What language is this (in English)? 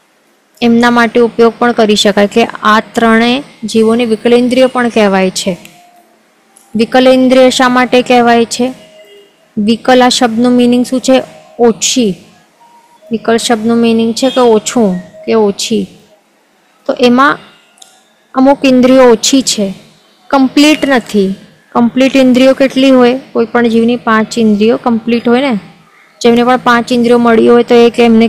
Gujarati